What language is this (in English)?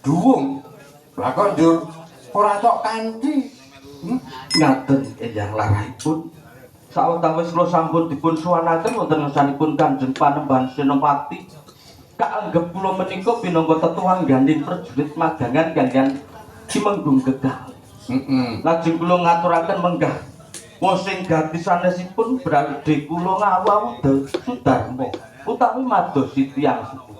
Javanese